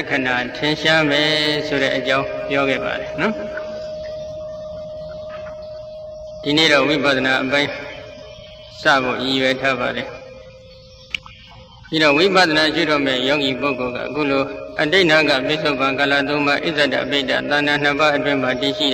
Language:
Burmese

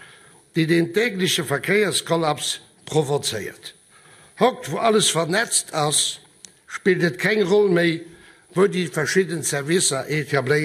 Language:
Luxembourgish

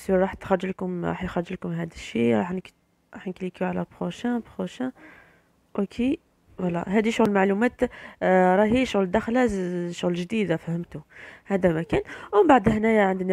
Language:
Algerian Arabic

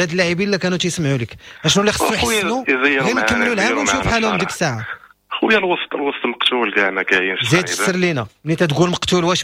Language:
Moroccan Arabic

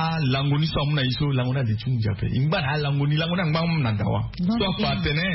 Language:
Sango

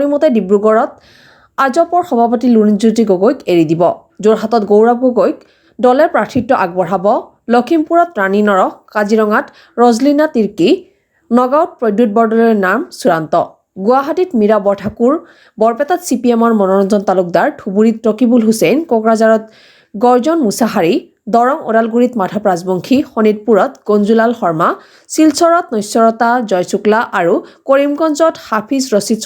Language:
Assamese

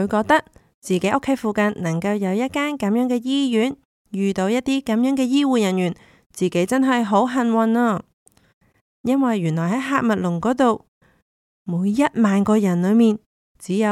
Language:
Cantonese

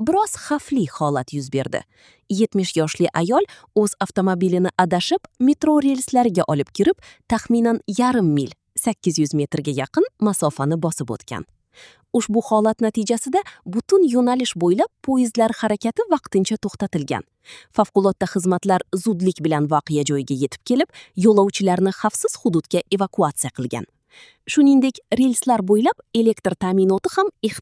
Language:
Uzbek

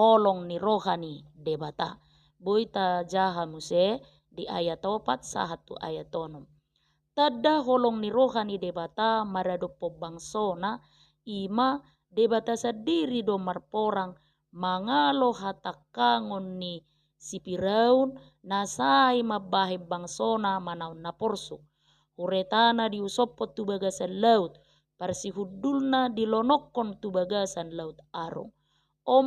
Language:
Batak Toba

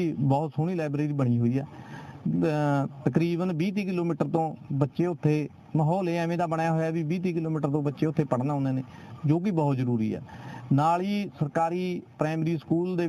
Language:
Punjabi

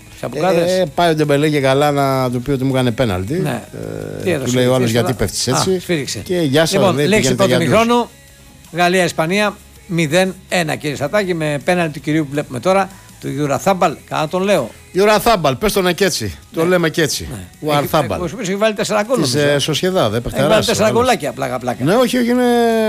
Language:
Greek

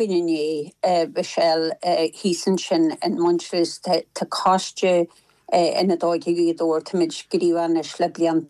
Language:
Irish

